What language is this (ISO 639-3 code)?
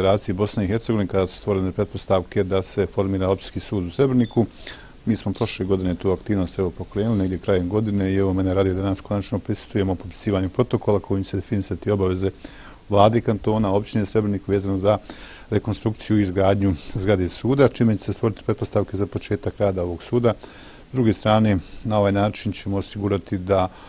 bos